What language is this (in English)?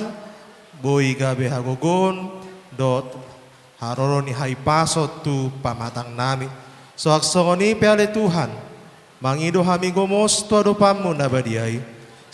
Batak Toba